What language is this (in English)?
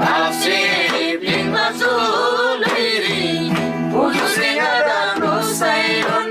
Eastern Tamang